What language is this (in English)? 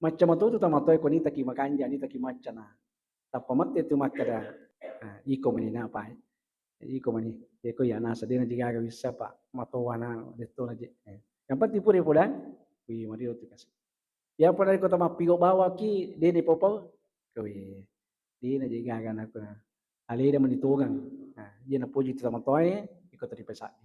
Buginese